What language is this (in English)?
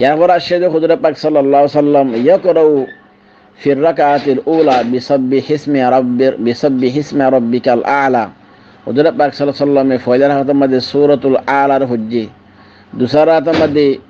Rohingya